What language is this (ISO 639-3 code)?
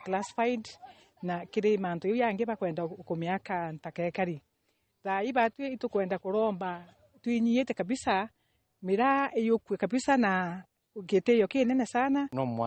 mer